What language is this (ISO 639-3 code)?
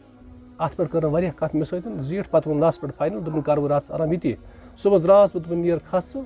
kas